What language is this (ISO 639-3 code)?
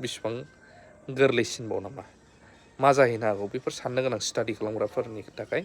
brx